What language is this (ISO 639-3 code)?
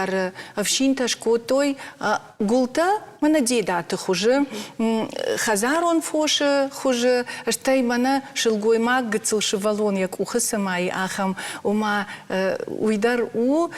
oss